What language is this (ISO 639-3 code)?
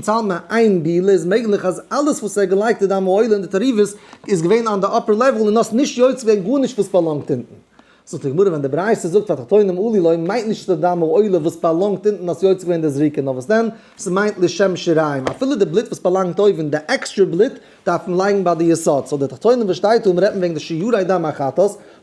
yid